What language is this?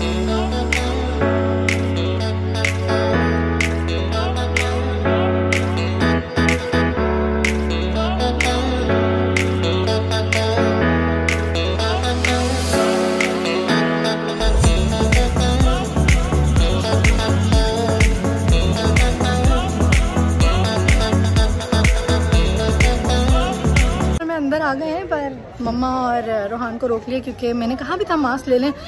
Hindi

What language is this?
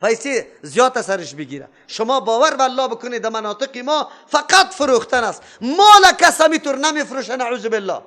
Persian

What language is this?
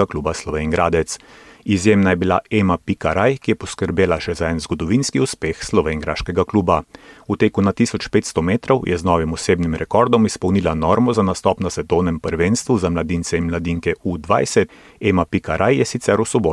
Slovenian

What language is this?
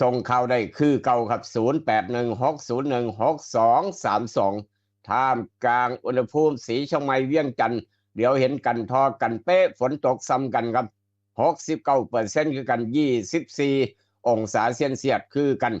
Northeastern Thai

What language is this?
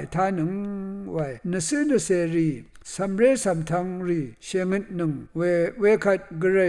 Rawang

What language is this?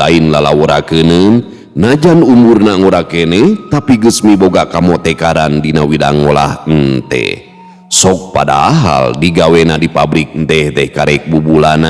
Sundanese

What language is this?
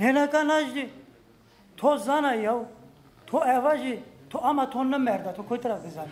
Zaza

